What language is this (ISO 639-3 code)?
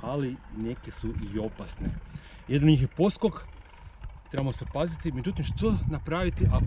hrv